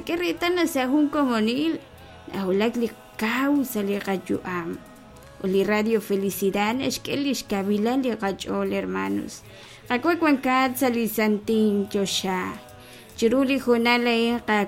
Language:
Kekchí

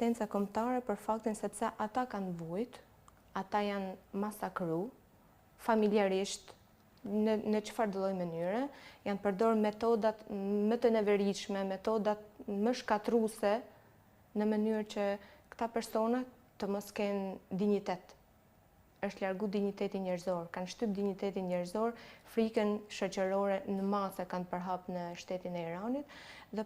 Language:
Albanian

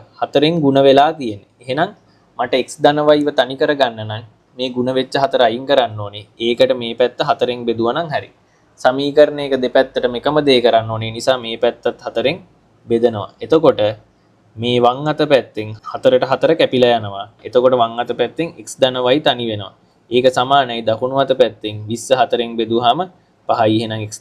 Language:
Sinhala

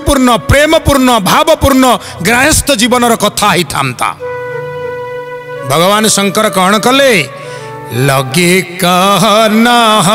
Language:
Odia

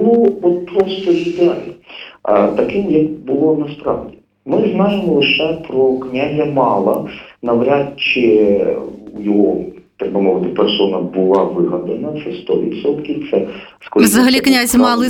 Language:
Ukrainian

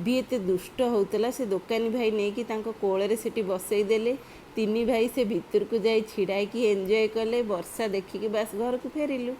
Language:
Odia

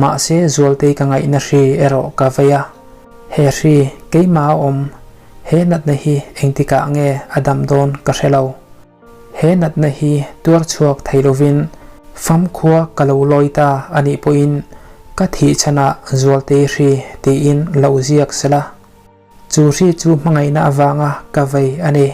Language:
Mizo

